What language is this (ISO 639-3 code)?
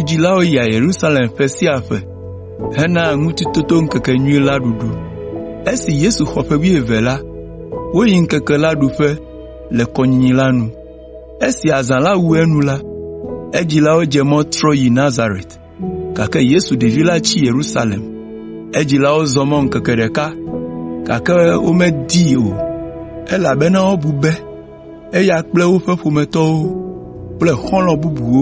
ewe